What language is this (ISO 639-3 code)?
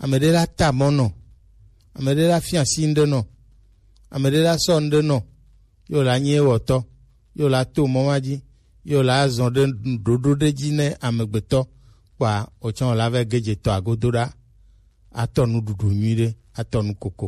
gej